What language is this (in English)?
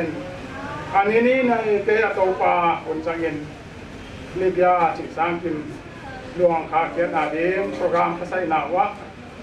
Paite Chin